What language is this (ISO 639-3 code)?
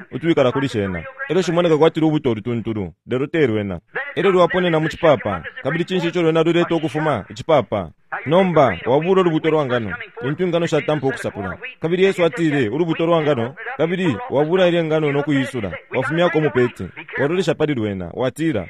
bem